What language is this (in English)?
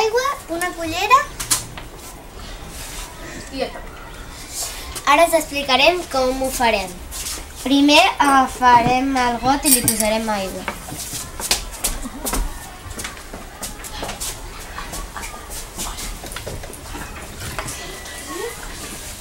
Catalan